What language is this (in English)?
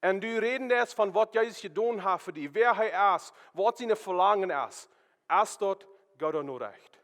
Plautdietsch